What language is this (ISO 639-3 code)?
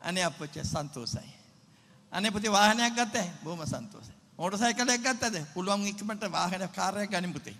sin